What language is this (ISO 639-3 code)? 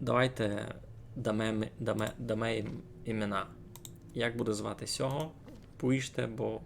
rue